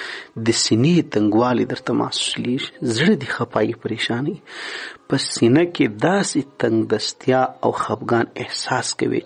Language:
Pashto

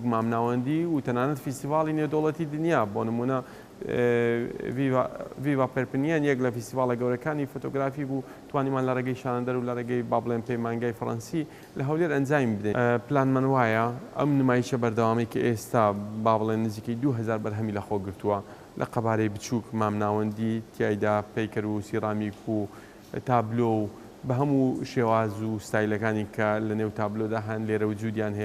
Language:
Central Kurdish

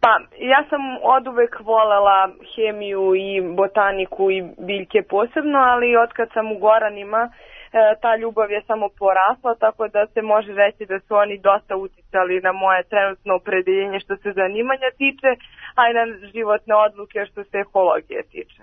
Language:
Serbian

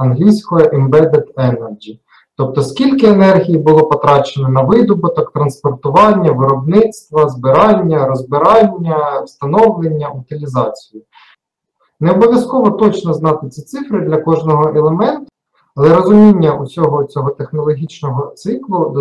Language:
Ukrainian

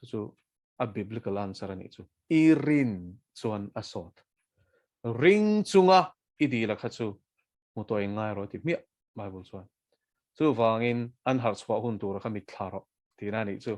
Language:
Mizo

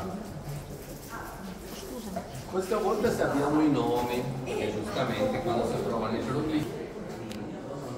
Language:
Italian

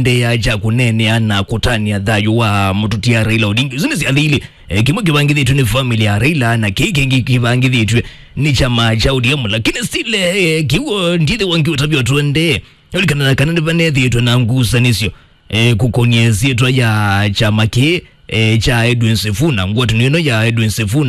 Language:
Kamba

